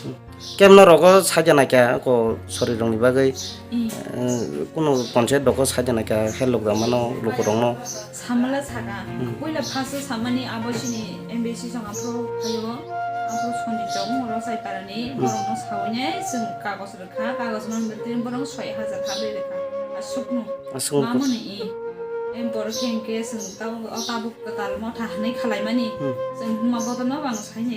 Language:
Kok Borok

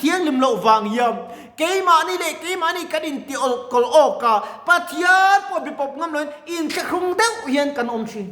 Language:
Mizo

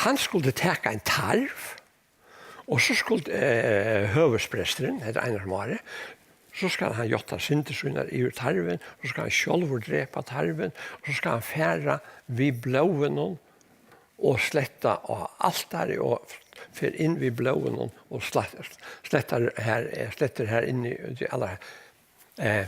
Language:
Faroese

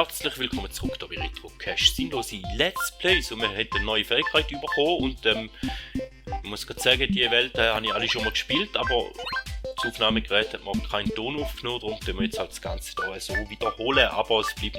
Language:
Swiss German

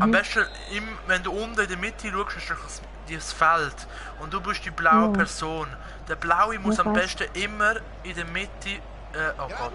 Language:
Swiss German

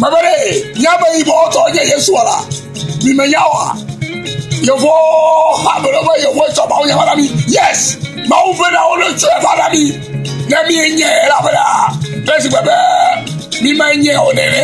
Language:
Ewe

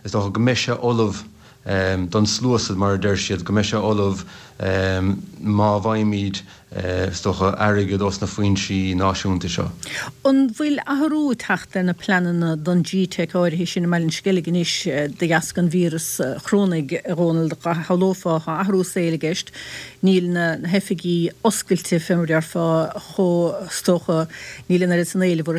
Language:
Irish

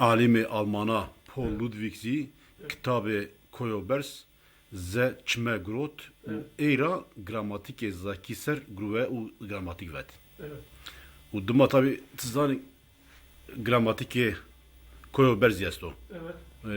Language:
Zaza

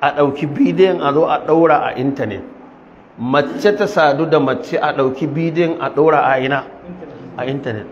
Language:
Hausa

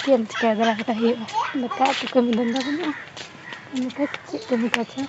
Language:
Santali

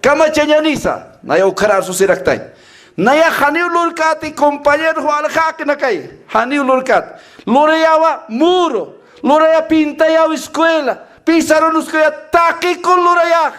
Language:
Aymara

